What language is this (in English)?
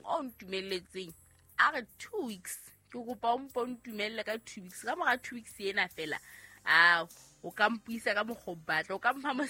Southern Sotho